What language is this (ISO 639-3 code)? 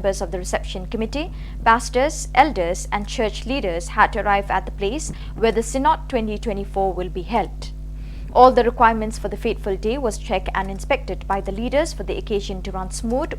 kha